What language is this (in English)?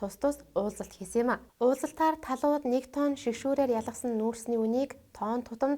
Mongolian